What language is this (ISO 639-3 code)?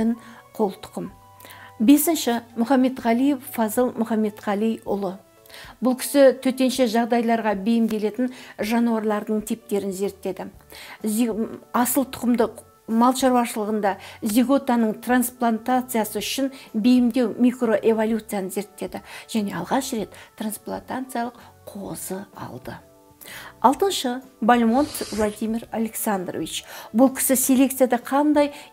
kaz